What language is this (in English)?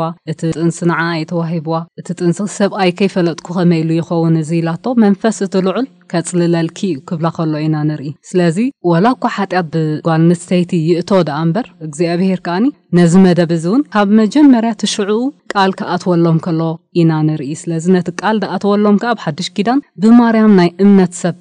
Tigrinya